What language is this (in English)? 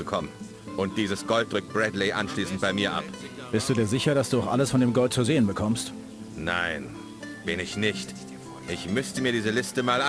Bavarian